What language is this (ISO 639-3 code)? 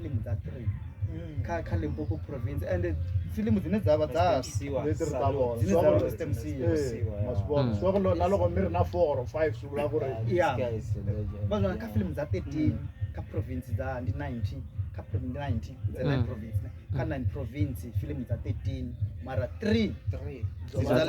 ven